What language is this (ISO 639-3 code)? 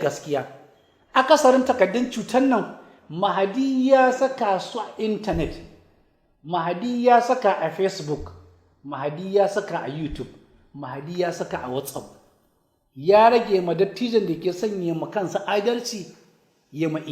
hau